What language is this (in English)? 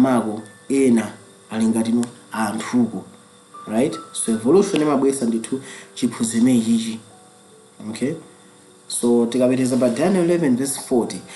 Nyanja